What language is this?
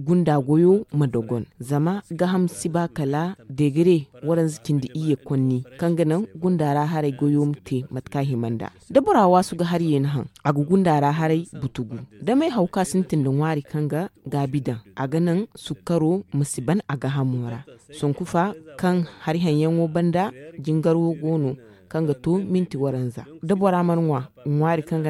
Zarma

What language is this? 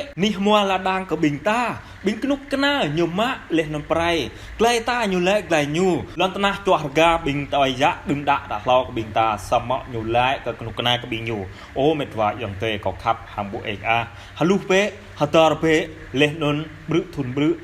Jarai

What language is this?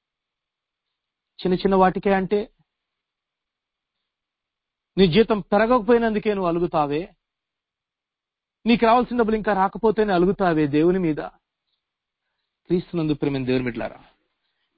Telugu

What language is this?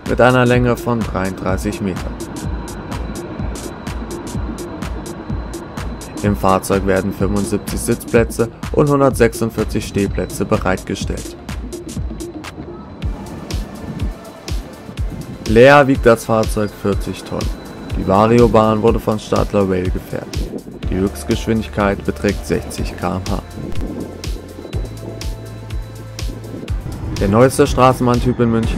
German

